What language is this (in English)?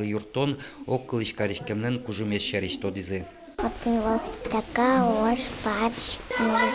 Udmurt